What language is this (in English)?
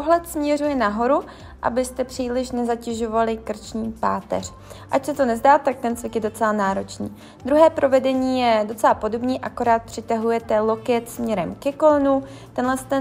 Czech